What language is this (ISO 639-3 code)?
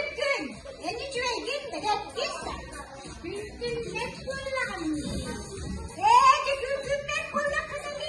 sah